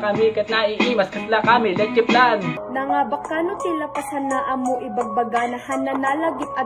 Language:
Iloko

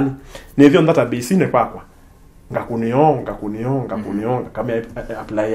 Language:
Kamba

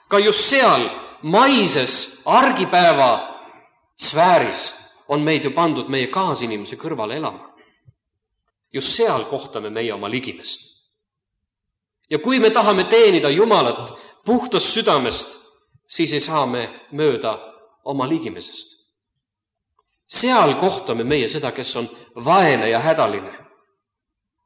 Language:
Estonian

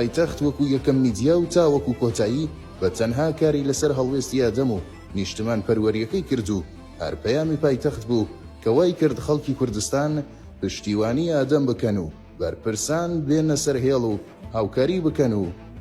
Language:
Central Kurdish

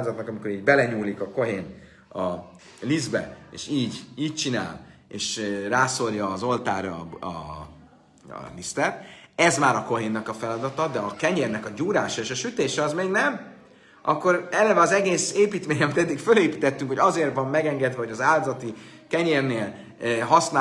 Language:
Hungarian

